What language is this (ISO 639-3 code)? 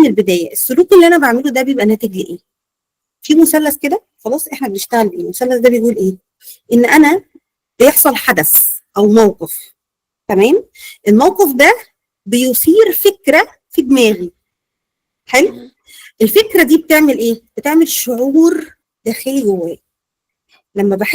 arz